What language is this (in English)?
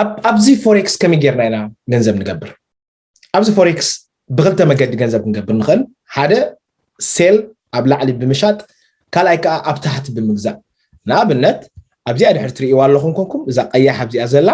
Tigrinya